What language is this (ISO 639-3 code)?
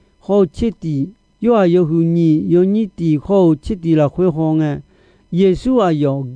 ahk